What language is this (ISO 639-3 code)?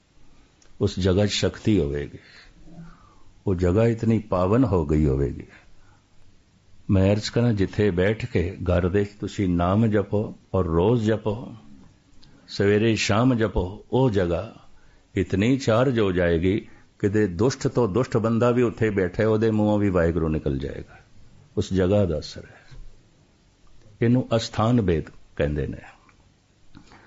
pan